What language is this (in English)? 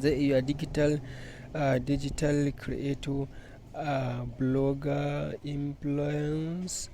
Hausa